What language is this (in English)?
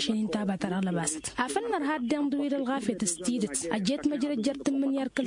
Tamasheq